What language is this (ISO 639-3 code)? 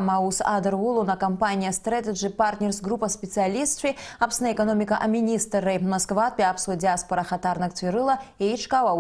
abk